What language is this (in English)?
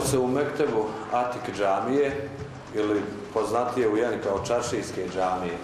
Bosnian